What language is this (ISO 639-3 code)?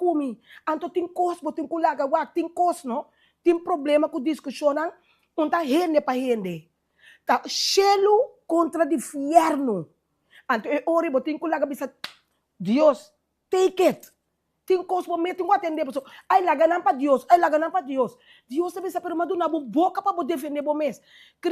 pap